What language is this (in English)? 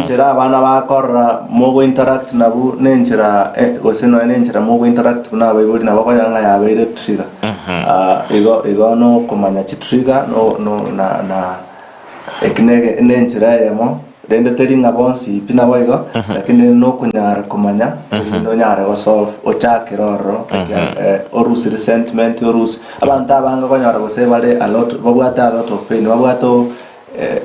Gusii